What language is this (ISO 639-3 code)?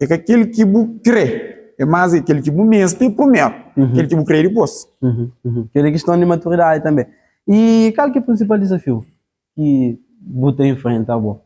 kea